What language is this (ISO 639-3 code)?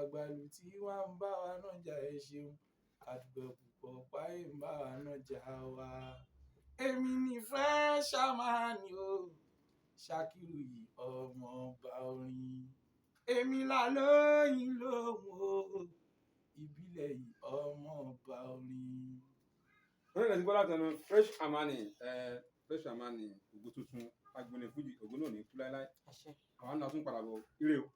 yor